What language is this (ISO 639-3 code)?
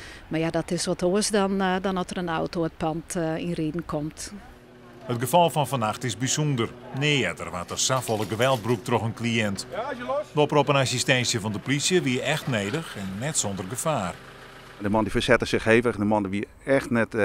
fry